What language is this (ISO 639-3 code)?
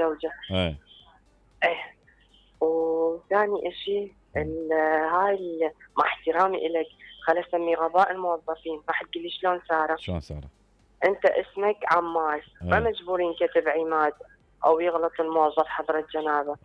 acm